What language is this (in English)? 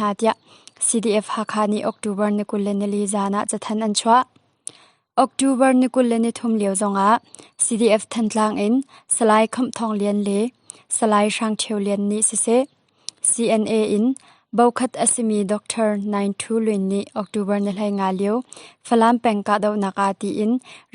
Hakha Chin